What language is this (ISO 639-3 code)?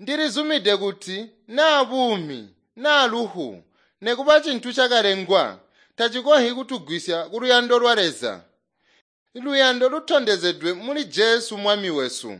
toi